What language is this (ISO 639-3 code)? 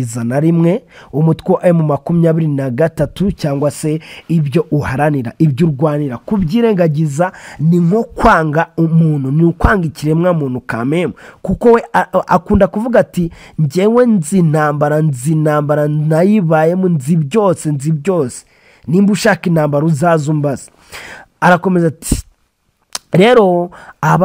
kin